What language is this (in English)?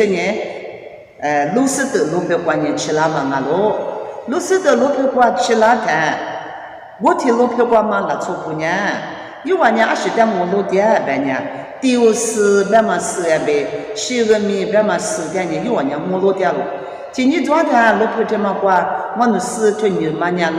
Lisu